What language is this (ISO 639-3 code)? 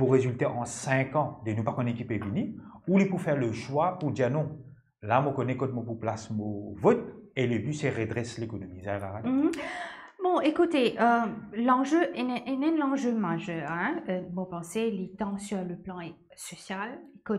mfe